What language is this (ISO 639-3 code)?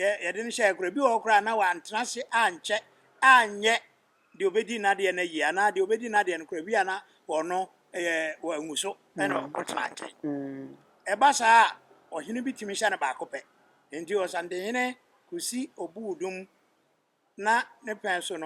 aka